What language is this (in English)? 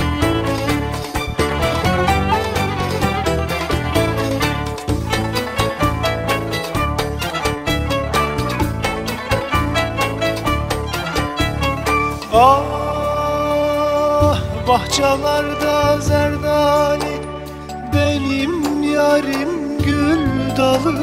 Turkish